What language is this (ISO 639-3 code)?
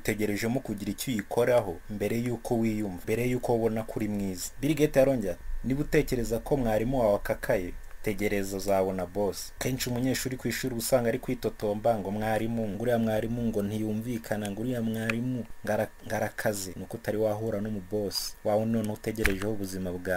kin